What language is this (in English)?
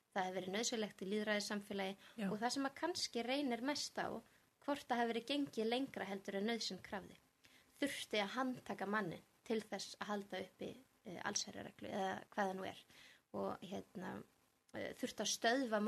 Icelandic